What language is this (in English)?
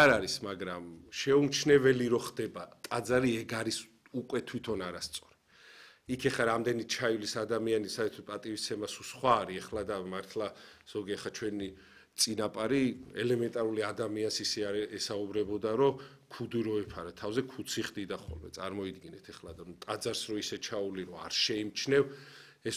Georgian